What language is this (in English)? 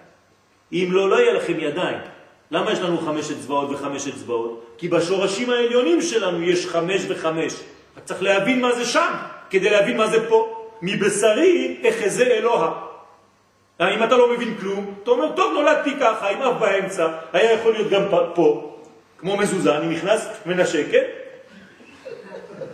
Hebrew